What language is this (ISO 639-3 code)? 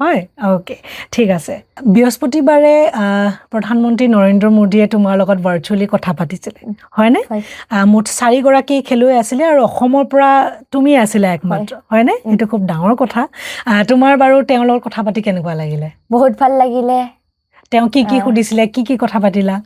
asm